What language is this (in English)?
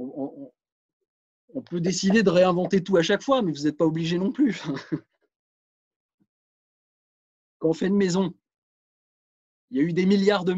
French